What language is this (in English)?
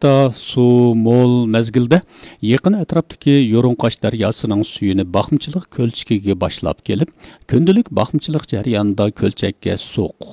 Uyghur